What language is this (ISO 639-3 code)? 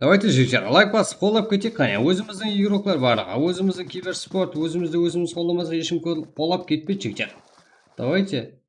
kaa